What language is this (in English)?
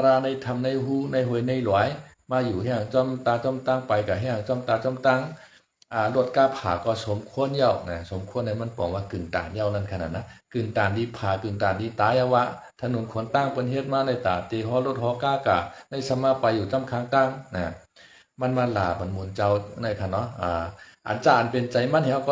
Shan